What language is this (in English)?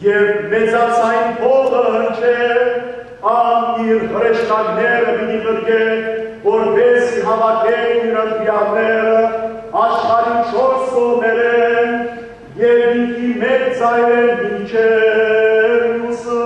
Western Armenian